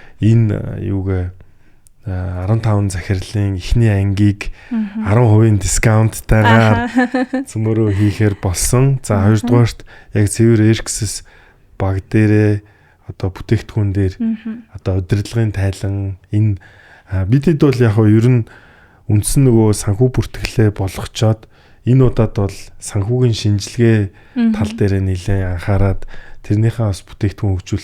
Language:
Mongolian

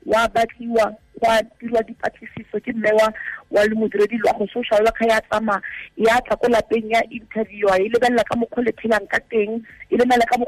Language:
Tswana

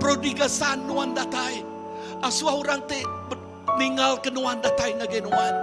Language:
Iban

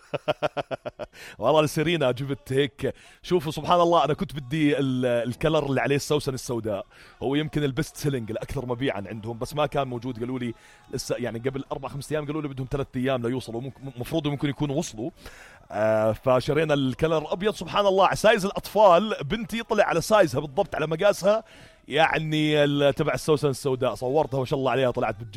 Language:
North Levantine Arabic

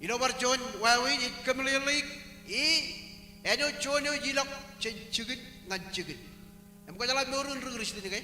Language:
Marshallese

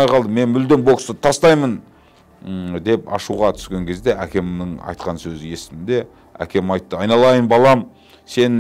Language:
Kazakh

